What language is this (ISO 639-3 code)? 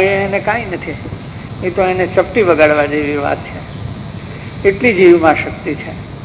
guj